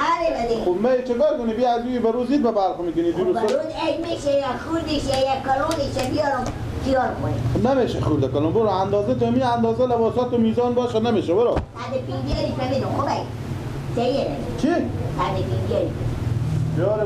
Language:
Persian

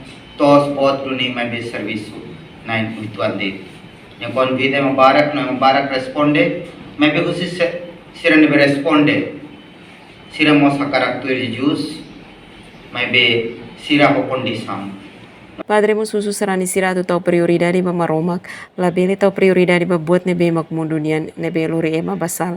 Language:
Tetum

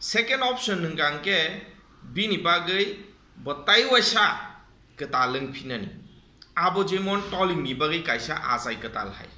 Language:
Kok Borok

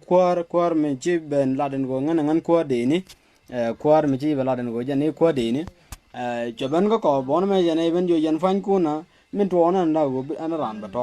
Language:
Nuer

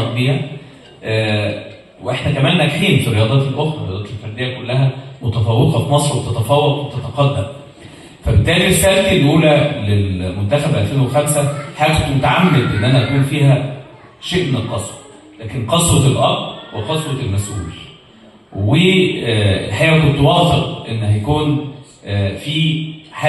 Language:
Egyptian Arabic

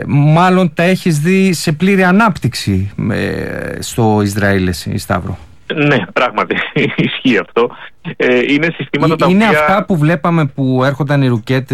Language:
Greek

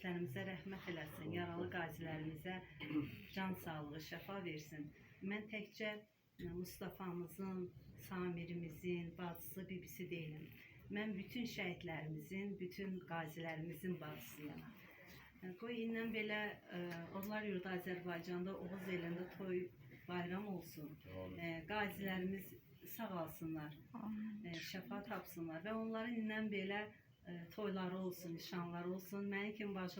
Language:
Azerbaijani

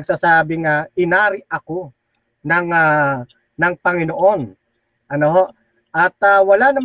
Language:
Filipino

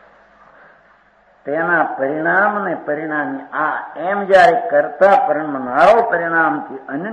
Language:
Gujarati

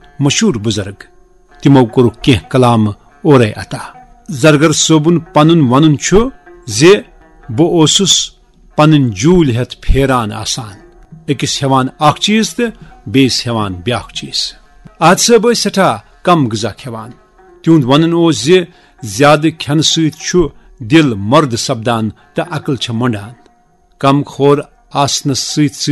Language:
Kashmiri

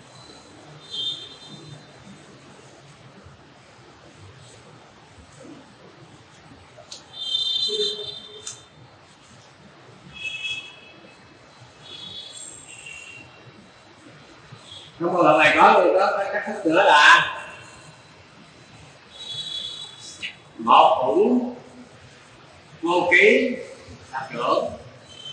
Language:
Vietnamese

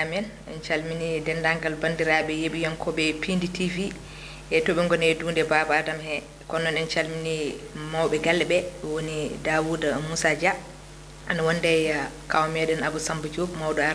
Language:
Fula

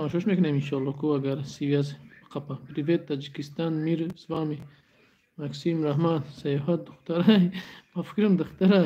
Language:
Tajik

